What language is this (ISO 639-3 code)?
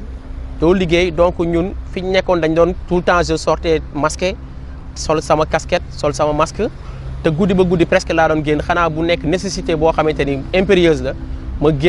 wol